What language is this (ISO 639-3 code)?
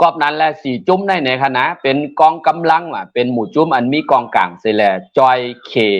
shn